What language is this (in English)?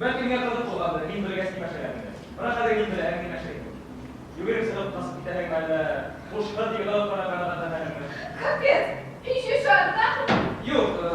Bashkir